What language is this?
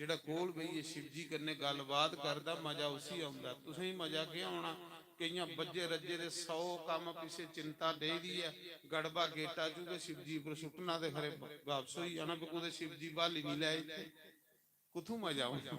Dogri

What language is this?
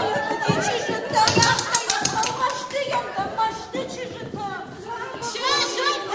Ossetic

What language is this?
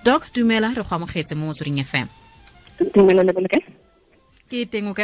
Tswana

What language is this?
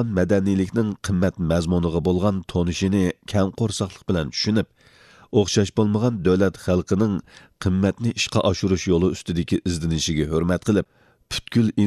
Uyghur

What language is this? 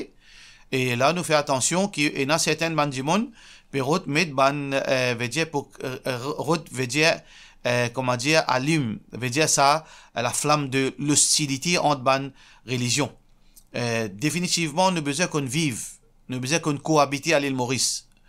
Morisyen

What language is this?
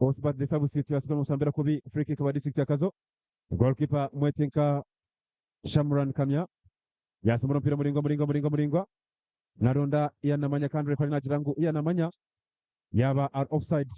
Nyankole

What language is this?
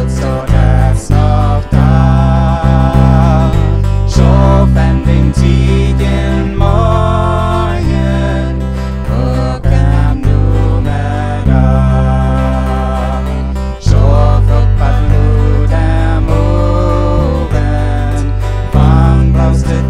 Plautdietsch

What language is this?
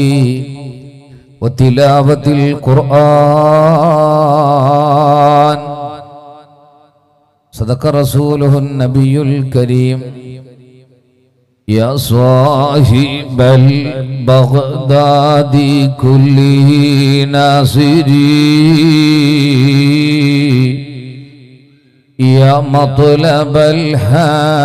Malayalam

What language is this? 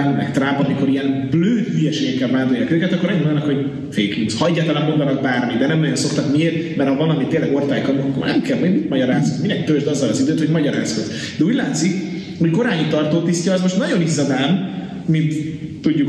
Hungarian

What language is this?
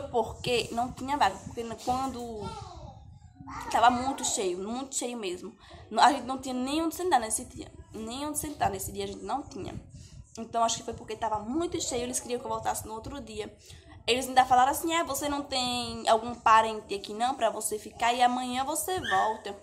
Portuguese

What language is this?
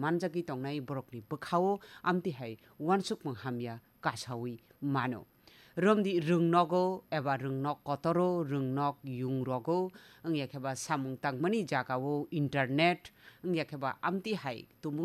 Kok Borok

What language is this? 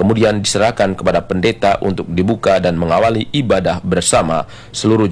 Indonesian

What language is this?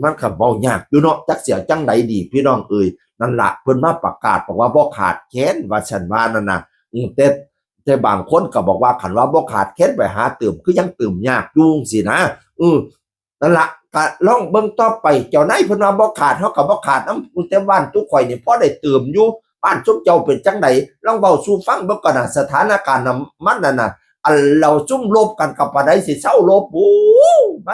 Northeastern Thai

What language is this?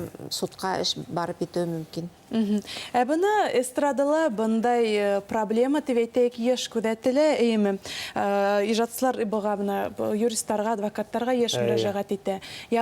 Bashkir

